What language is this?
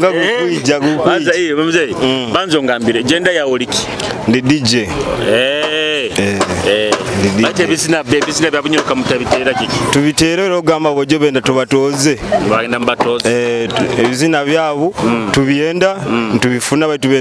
Nyoro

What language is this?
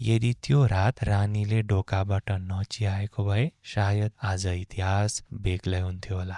Nepali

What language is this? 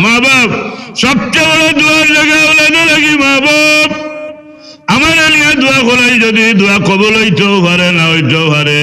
Sylheti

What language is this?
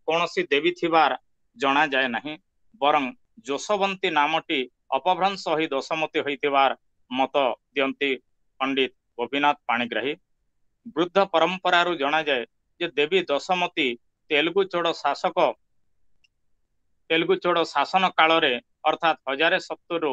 Odia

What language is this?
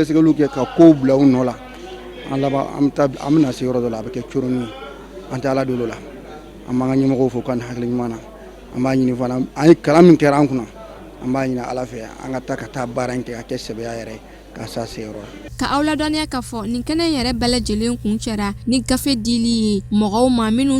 Bambara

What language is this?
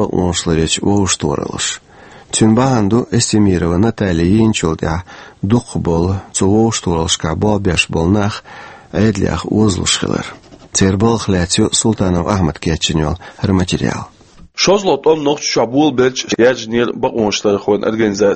Chechen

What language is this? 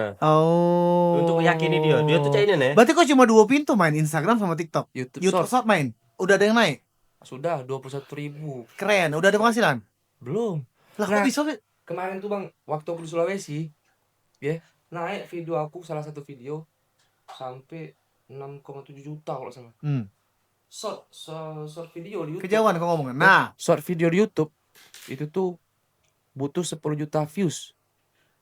Musi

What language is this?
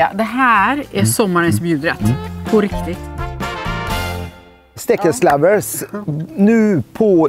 Swedish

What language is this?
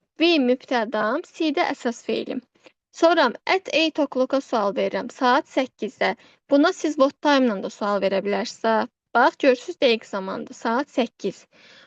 Azerbaijani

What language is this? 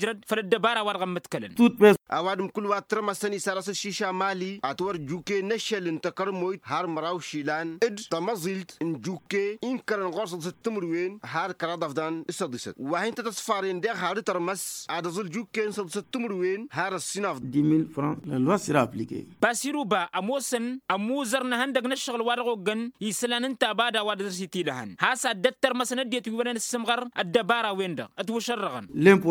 Tamasheq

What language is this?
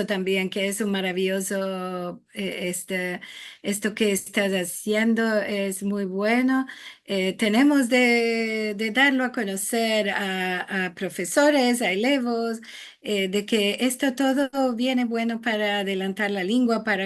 Ladino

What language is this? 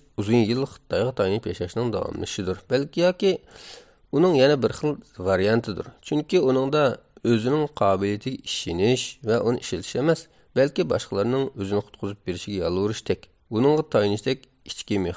Uyghur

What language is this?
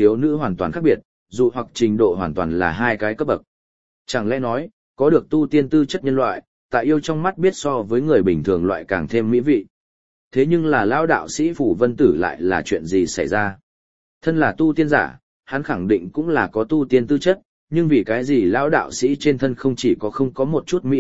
Vietnamese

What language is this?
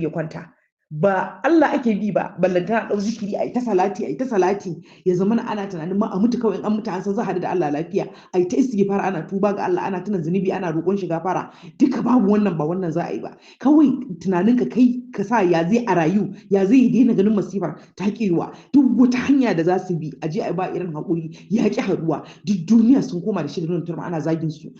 Hausa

